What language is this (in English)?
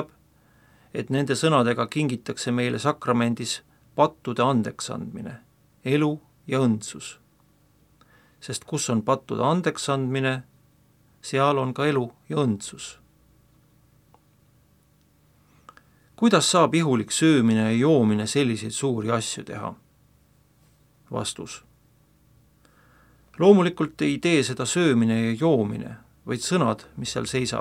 Estonian